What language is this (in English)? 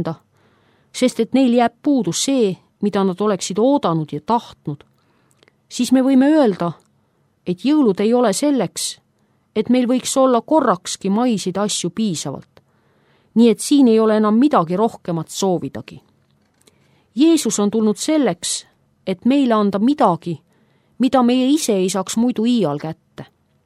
Estonian